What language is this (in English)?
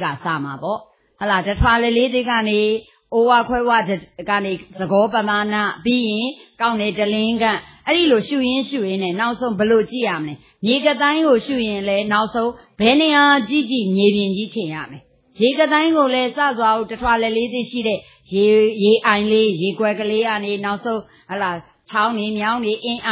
Burmese